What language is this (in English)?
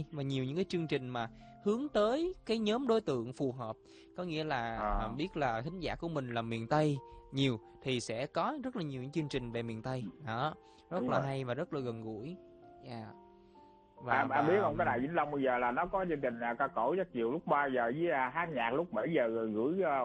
Vietnamese